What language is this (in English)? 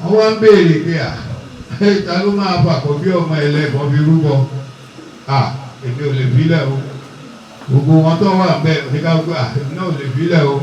Yoruba